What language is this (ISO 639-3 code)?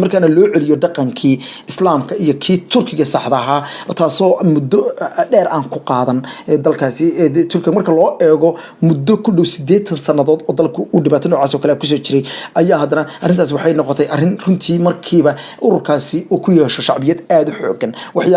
som